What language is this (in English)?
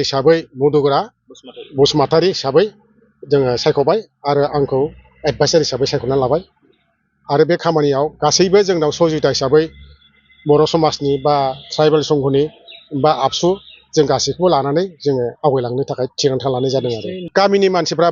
Bodo